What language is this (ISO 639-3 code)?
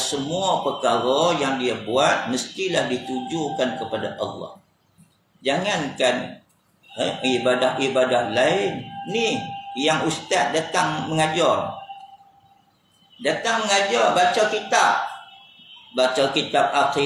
msa